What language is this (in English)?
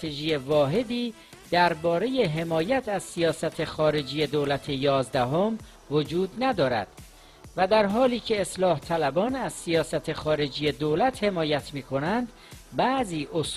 Persian